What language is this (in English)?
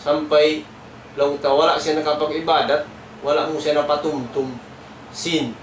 Tausug